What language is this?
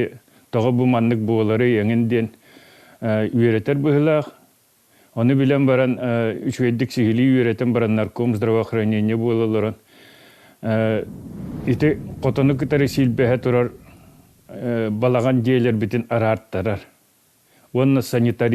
Yakut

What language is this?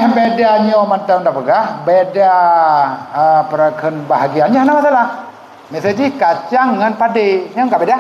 Achinese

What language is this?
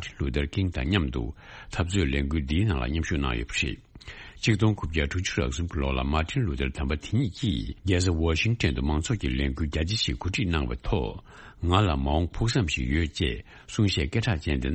Tibetan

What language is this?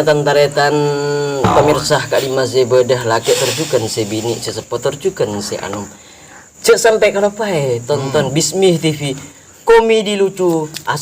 Madurese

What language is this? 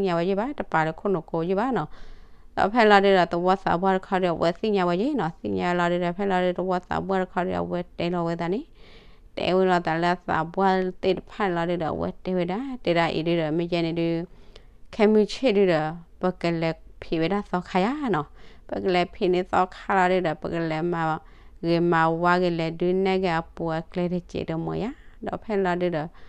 S'gaw Karen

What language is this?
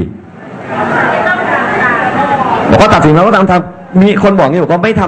Thai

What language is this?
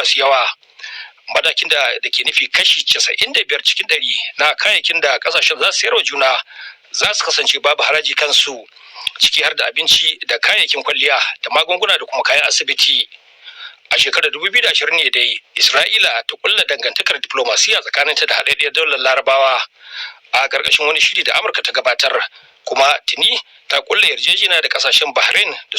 Hausa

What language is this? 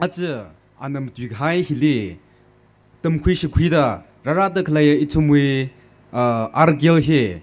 Tangkhul Naga (India)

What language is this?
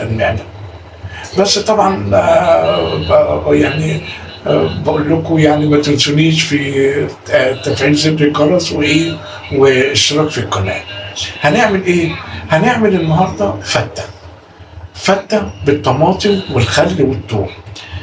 Egyptian Arabic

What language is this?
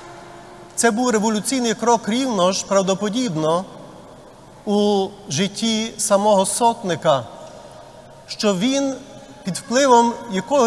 Ukrainian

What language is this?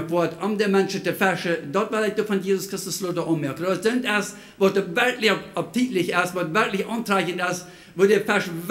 Plautdietsch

